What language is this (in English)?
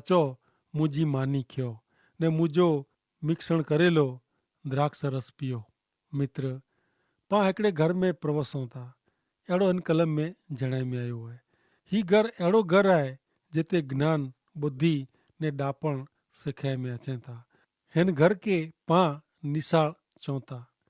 Kachhi